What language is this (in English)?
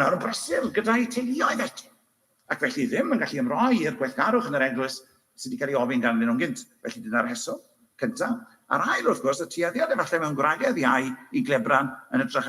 Welsh